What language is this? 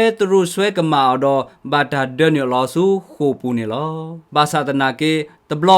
S'gaw Karen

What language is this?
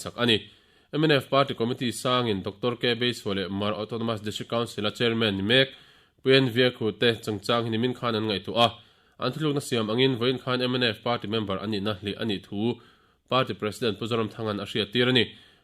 Mizo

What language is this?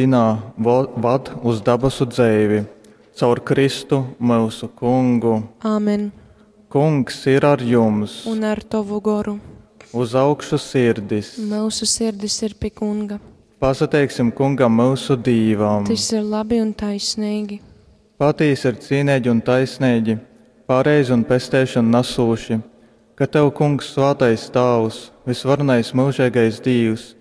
Latgalian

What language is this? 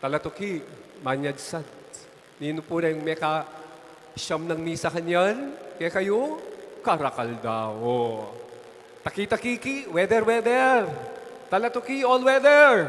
Pampanga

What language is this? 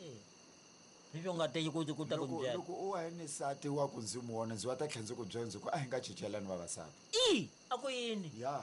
Tsonga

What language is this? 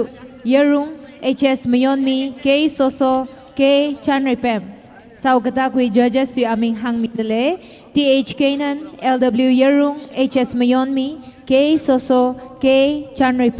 Tangkhul Naga (India)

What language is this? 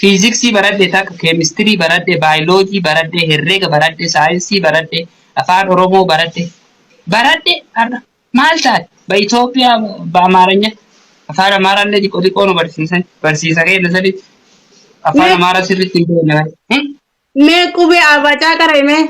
Oromo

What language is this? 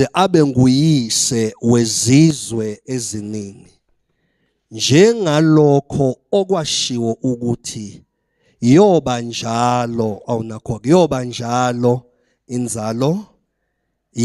Zulu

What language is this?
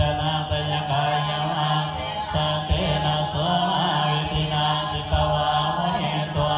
Pali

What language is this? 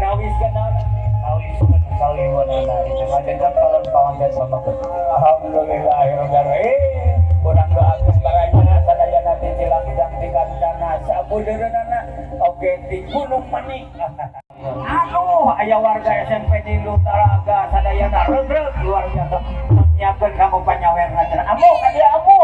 Sundanese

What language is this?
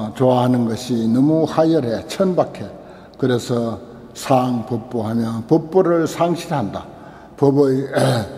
Korean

